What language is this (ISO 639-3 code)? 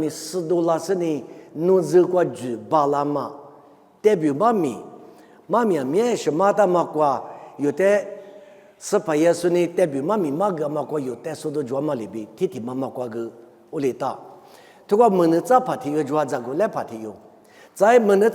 lis